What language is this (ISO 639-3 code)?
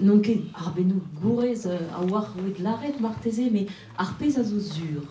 bre